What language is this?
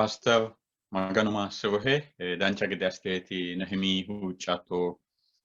Sidamo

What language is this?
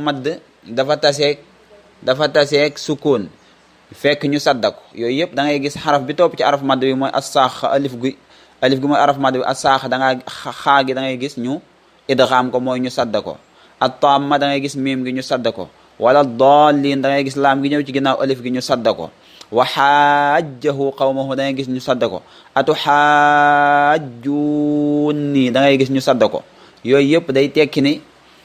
Wolof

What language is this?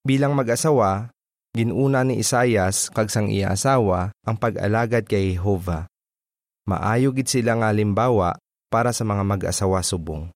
Hiligaynon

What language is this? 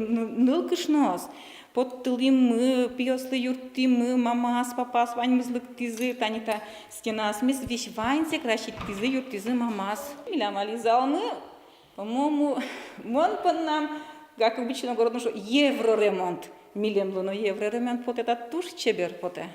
Udmurt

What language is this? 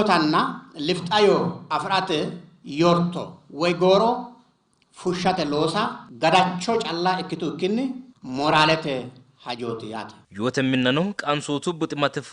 Sidamo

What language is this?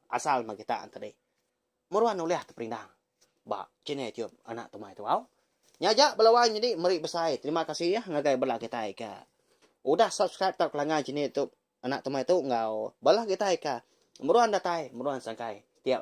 Iban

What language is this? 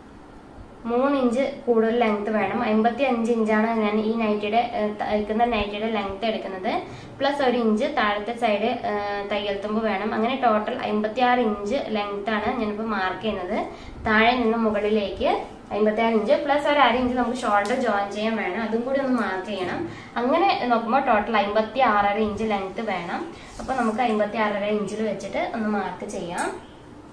Malayalam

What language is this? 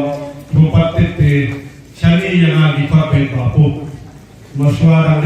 Khasi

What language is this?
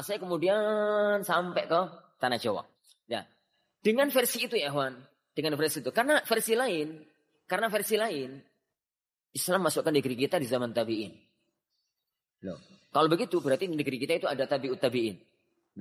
Indonesian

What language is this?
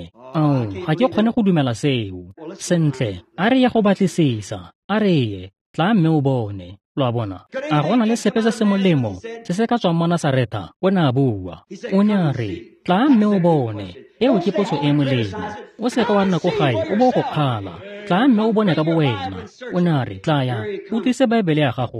Tswana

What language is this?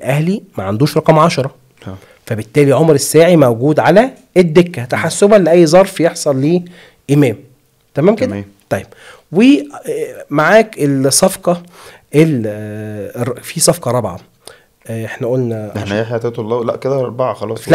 Egyptian Arabic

